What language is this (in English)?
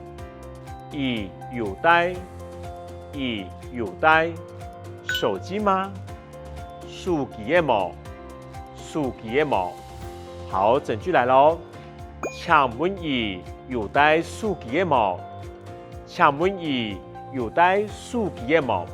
Hakka Chinese